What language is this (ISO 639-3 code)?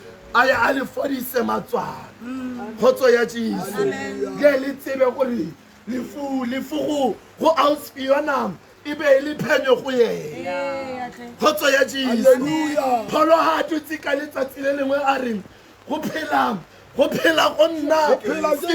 tsn